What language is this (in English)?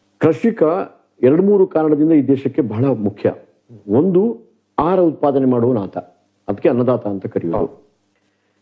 Kannada